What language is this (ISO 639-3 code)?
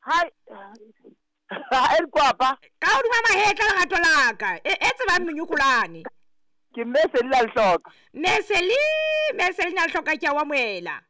sot